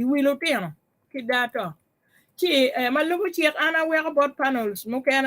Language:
Acoli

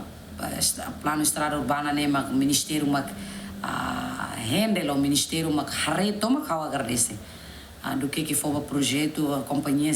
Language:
Tetum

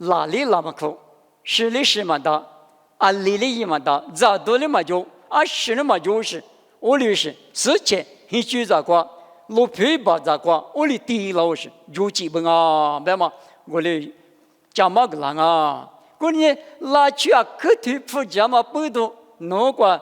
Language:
Lisu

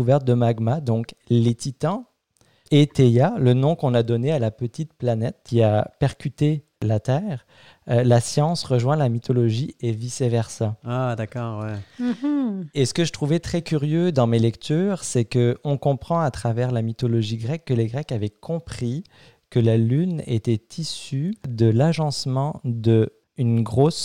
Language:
French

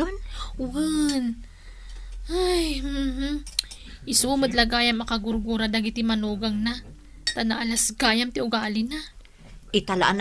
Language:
Iloko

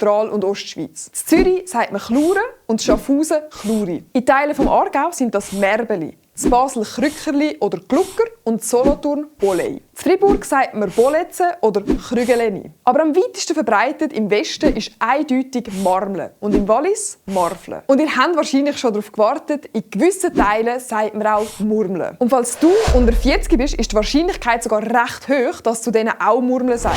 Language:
Swiss German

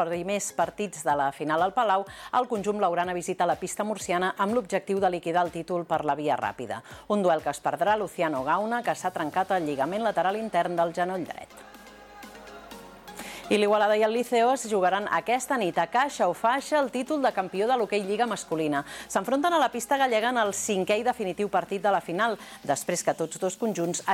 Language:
Catalan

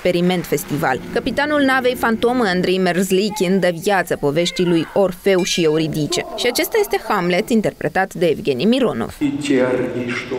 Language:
Romanian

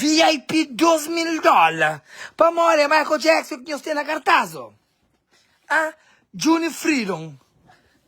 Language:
Kabuverdianu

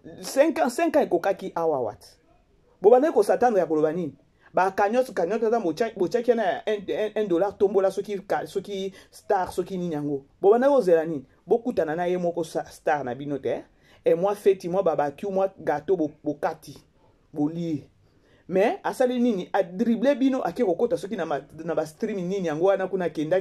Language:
Lingala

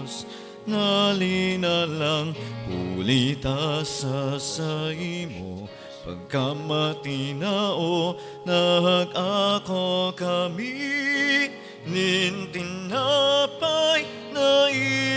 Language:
Bikol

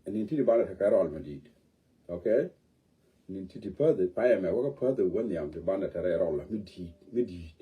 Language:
Nuer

